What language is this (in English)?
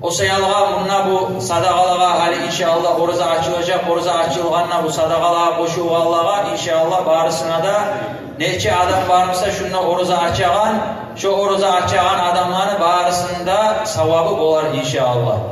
Kumyk